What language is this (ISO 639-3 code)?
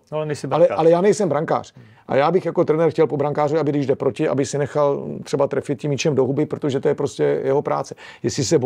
ces